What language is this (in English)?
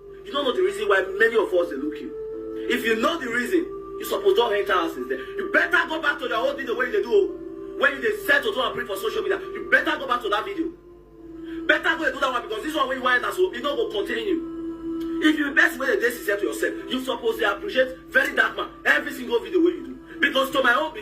Nigerian Pidgin